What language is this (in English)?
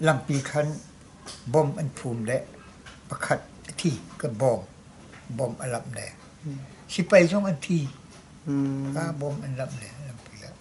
Hakha Chin